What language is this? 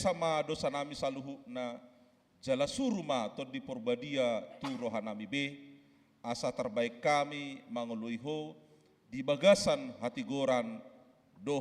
Batak Toba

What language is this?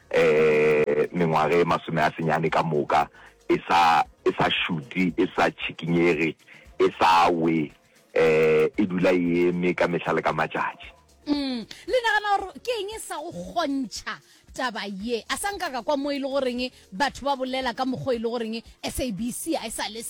Northern Sotho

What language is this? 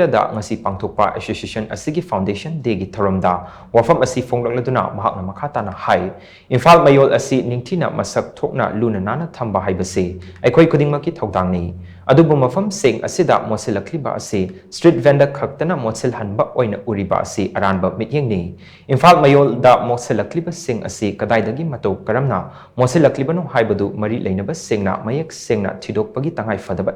Manipuri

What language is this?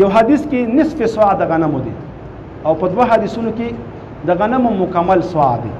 Pashto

